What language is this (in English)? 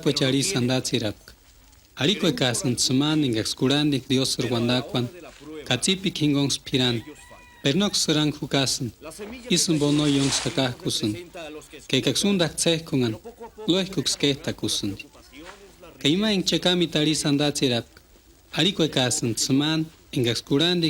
Purepecha